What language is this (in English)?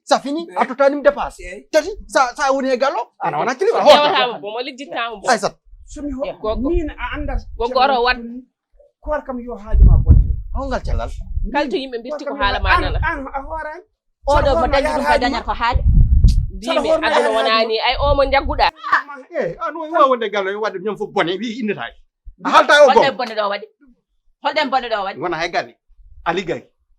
Fula